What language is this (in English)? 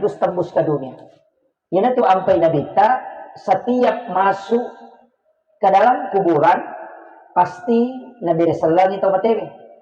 Buginese